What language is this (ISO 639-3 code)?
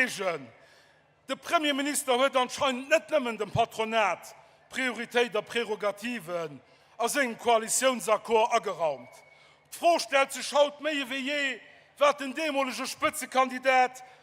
ltz